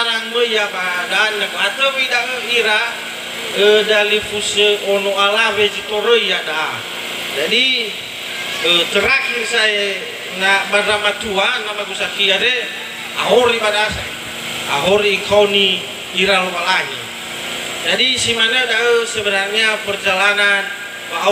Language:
Nias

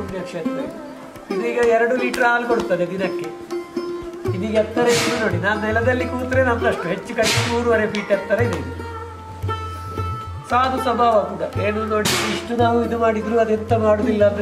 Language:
Kannada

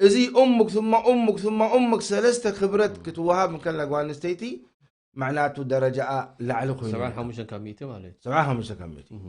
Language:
Tigrinya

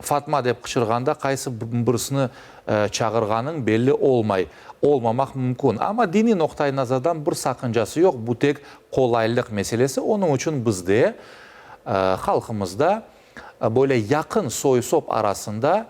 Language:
Crimean Tatar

